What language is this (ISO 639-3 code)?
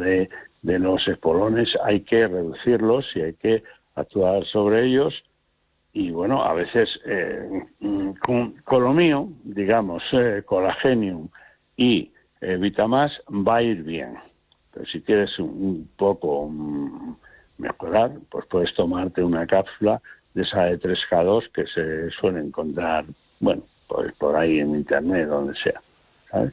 spa